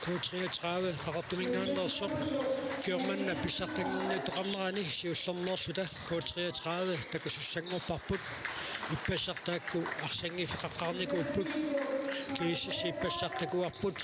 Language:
Kalaallisut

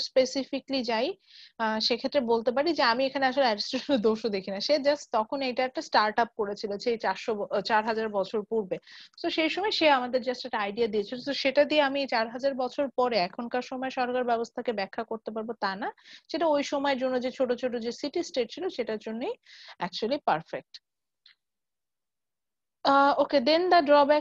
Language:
Bangla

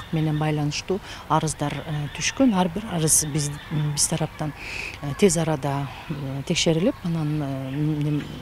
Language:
Kyrgyz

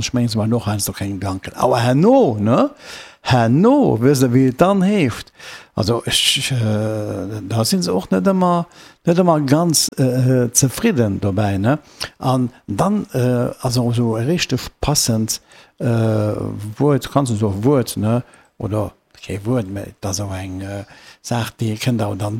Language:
Luxembourgish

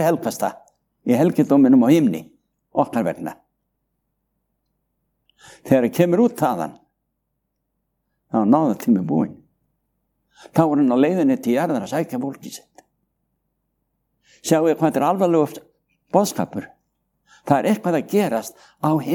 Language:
Icelandic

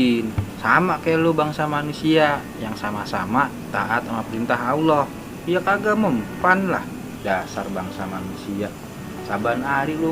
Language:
Betawi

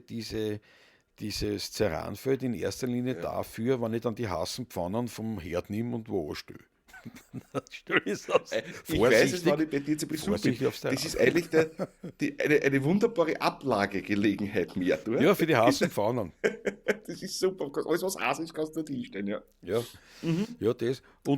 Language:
Bavarian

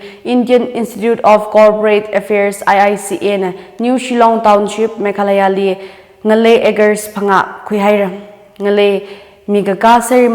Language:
Tangkhul Naga (India)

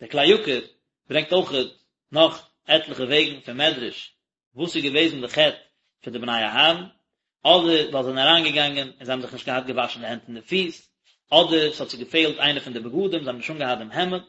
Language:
Yiddish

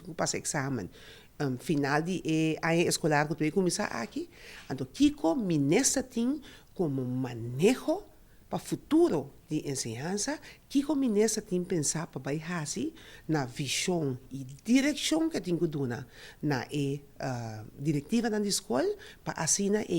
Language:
Papiamento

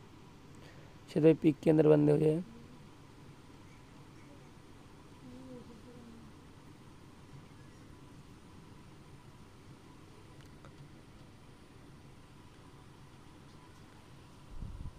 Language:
Hindi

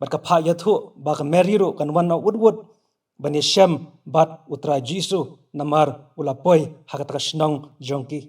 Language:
Khasi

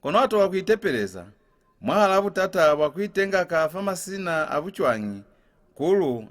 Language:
Lozi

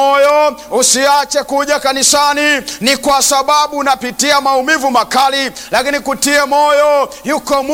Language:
Swahili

